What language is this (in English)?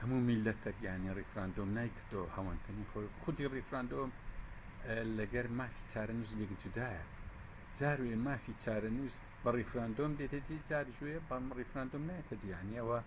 Central Kurdish